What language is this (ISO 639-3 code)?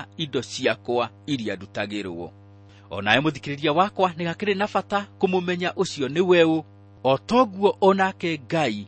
kik